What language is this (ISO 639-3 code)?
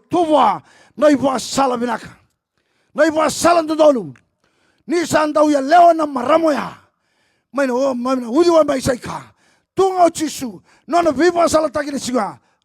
fij